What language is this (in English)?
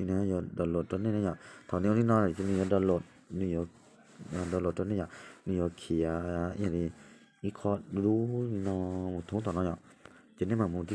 Hmong